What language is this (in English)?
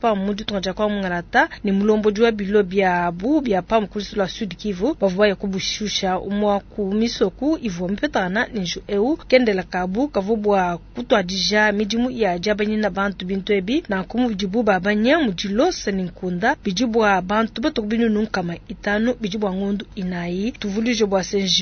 Luba-Lulua